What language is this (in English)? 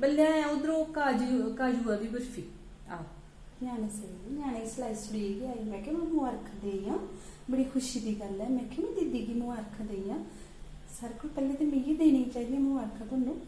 Dogri